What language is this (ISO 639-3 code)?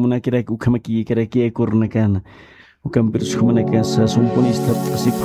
aym